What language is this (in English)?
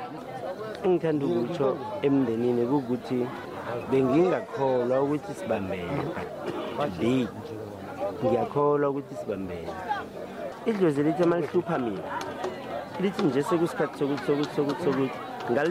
South Ndebele